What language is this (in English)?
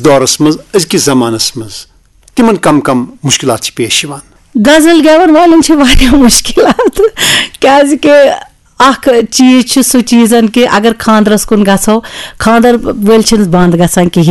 Kashmiri